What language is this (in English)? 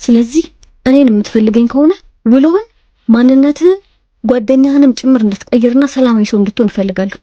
Amharic